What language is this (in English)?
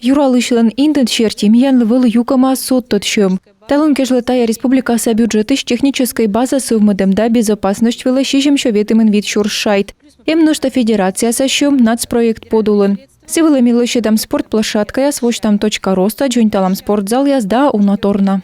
Komi